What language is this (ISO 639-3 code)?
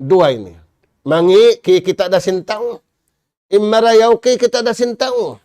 tsg